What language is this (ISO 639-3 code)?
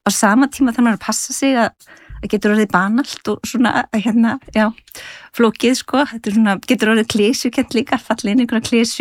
isl